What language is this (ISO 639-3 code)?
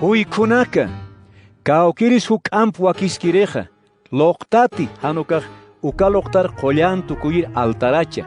aym